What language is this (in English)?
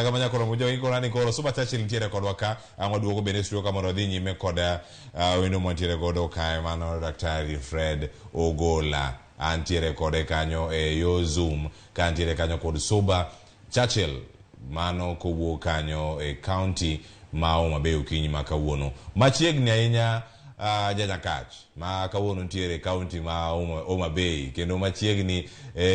Luo (Kenya and Tanzania)